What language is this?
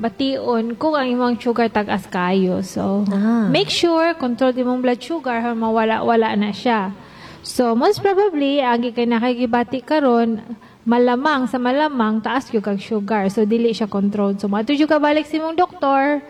Cebuano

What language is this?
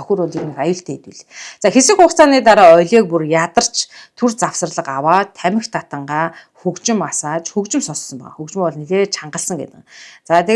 Mongolian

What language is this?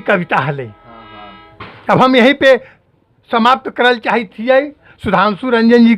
Magahi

